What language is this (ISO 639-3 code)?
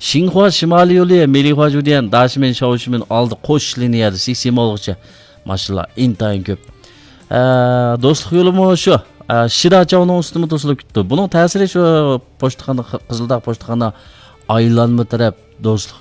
uig